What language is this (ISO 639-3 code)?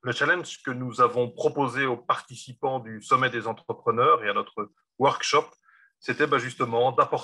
fra